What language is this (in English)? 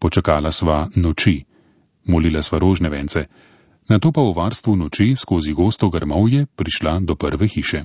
Slovenian